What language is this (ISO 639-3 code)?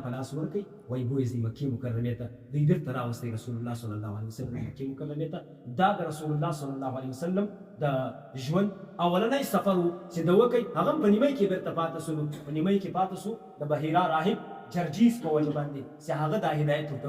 pus